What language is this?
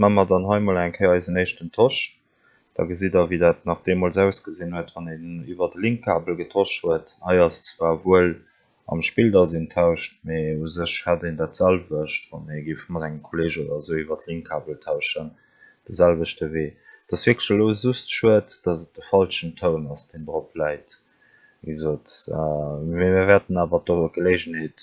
Luxembourgish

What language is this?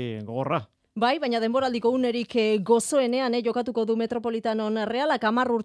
Basque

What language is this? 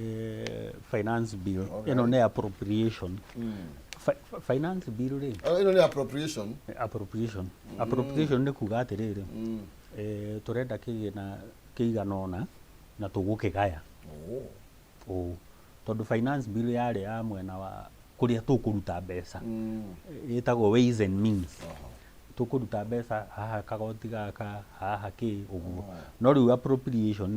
Kikuyu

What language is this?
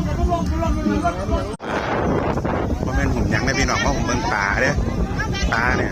Lao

